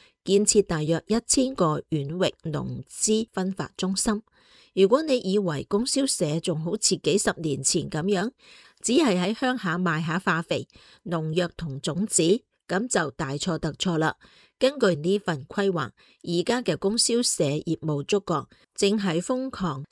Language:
Cantonese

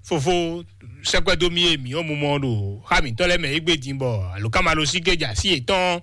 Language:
Fon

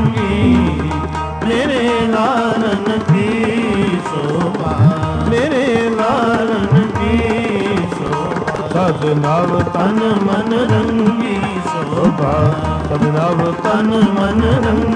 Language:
Punjabi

